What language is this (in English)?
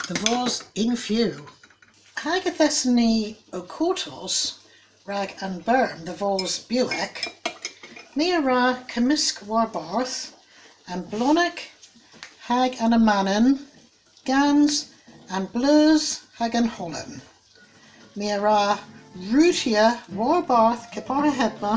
Cornish